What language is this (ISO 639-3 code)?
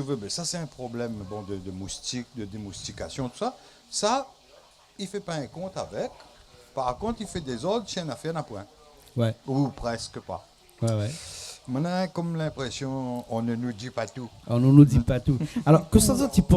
rcf